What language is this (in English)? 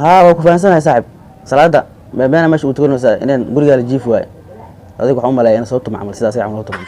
Somali